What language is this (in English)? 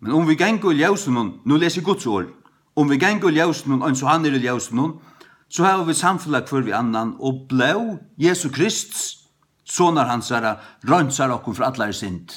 Faroese